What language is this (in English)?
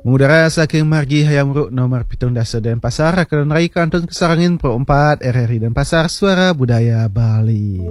Balinese